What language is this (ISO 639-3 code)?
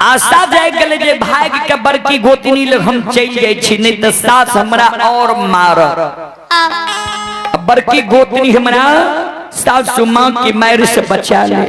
mai